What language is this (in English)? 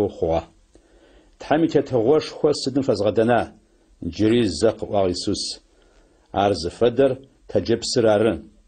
Adyghe